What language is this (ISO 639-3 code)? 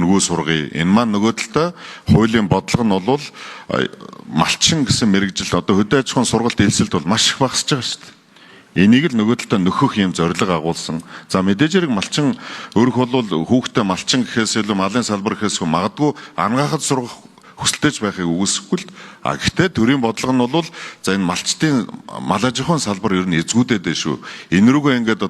mon